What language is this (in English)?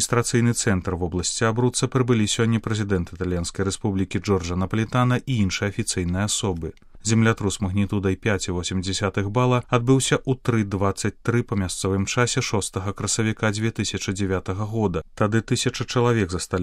Belarusian